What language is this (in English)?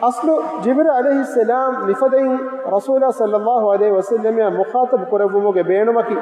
Divehi